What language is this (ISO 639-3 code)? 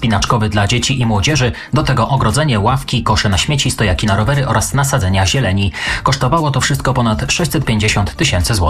pol